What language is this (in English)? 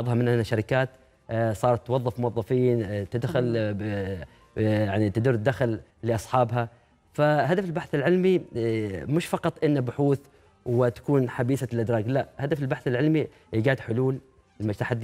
Arabic